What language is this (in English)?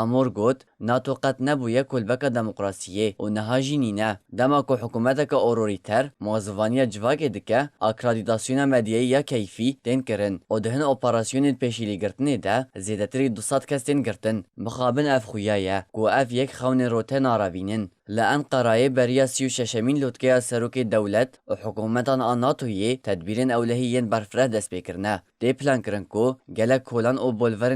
Kurdish